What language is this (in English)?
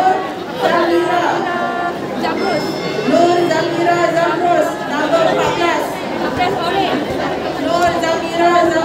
Malay